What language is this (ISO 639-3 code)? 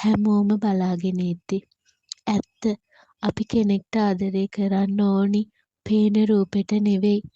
sin